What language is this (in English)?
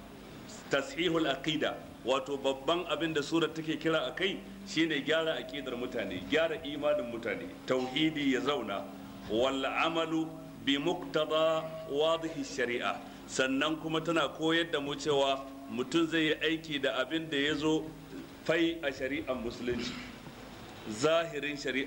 Hausa